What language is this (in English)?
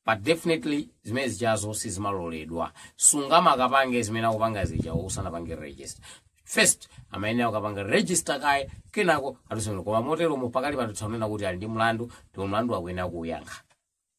Nyanja